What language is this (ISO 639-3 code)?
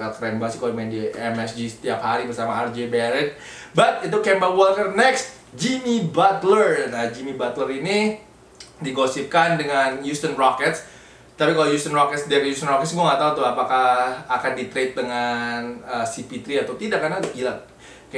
ind